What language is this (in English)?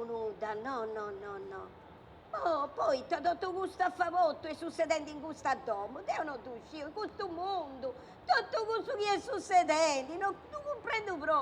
Sardinian